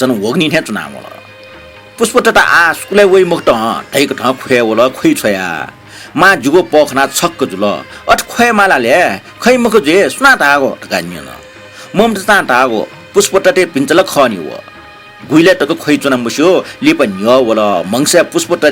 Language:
Newari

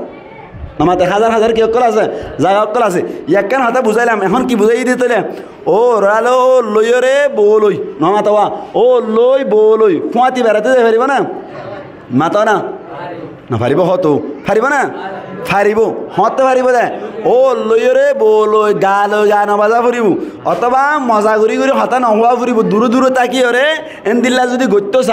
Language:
Rohingya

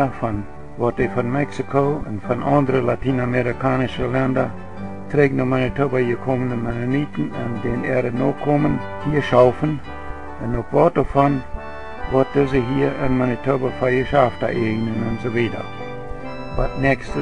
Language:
Plautdietsch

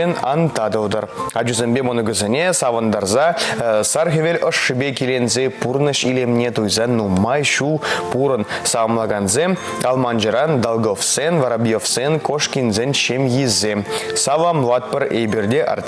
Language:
Chuvash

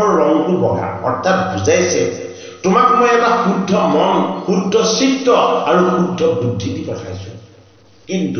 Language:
Assamese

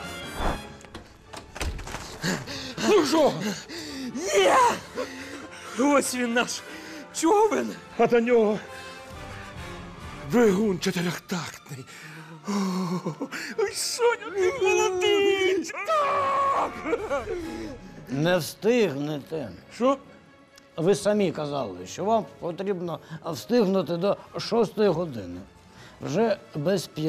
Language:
Ukrainian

